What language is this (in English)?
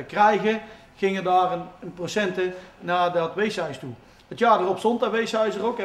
Dutch